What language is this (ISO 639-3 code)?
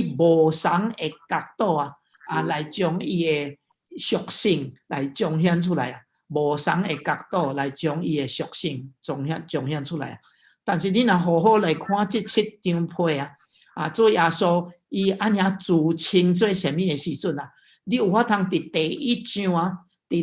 nan